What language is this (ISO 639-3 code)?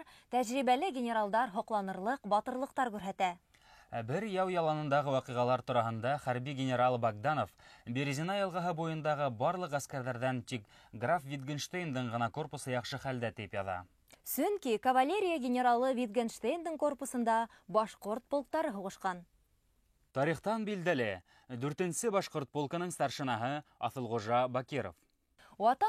bak